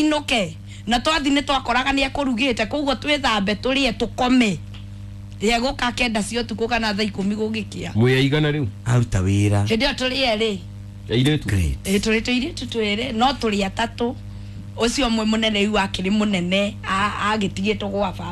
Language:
Kikuyu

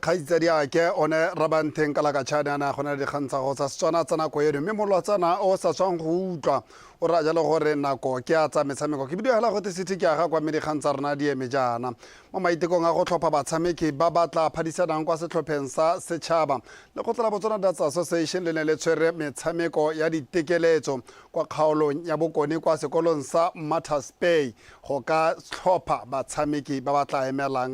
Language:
Tswana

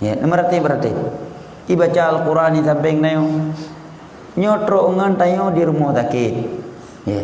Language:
Achinese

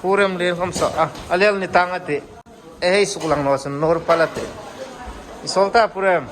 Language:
Hmar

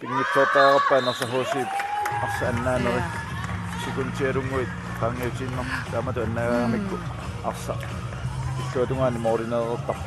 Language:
Kalaallisut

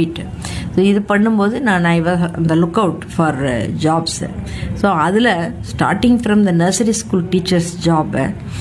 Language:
Tamil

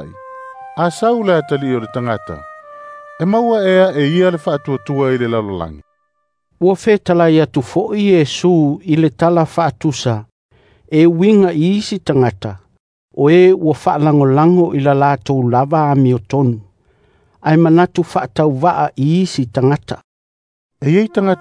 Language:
Samoan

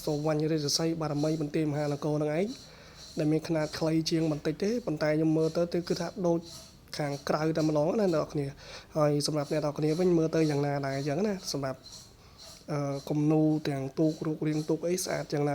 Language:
Khmer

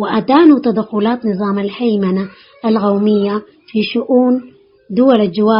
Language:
Tigre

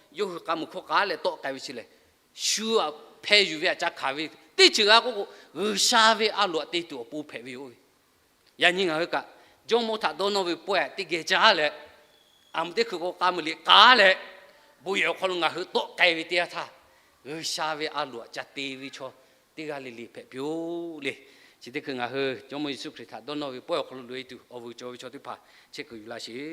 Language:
Lahu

